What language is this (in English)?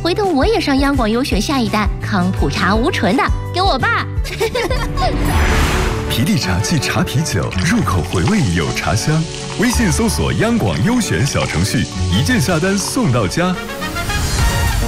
Chinese